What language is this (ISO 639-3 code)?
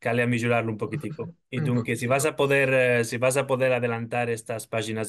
lad